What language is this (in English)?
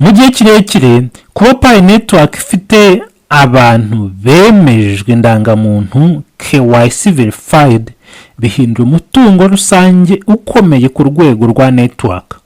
Kinyarwanda